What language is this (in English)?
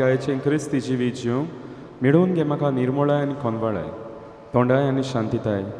Konkani